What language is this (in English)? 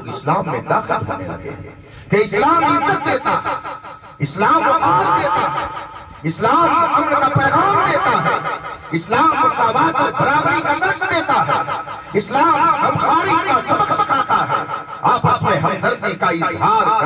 Urdu